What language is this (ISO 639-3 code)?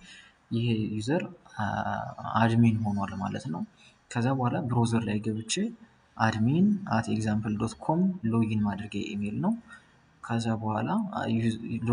amh